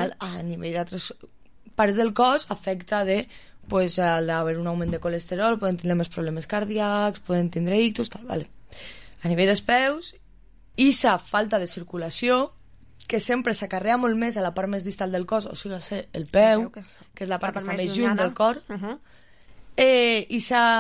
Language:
Catalan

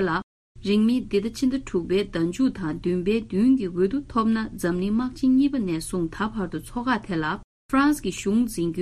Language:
Tibetan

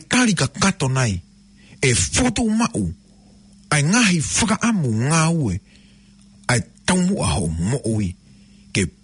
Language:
Tongan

